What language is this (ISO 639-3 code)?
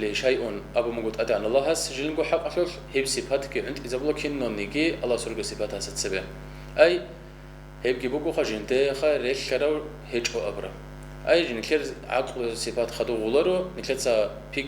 ava